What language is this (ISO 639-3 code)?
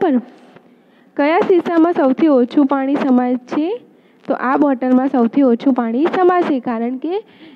guj